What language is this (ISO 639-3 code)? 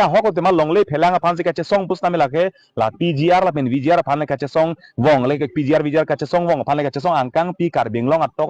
mjw